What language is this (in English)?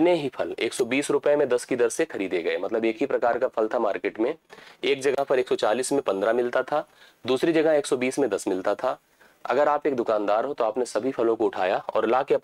Hindi